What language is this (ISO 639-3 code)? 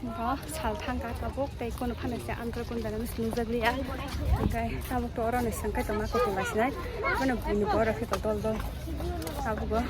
trp